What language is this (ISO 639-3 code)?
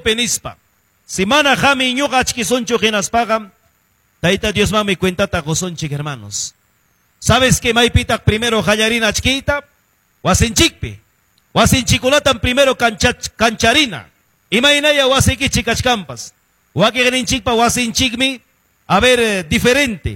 quy